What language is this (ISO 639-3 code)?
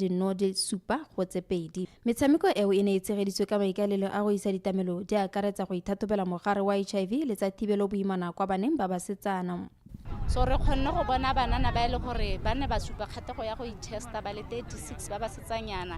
tsn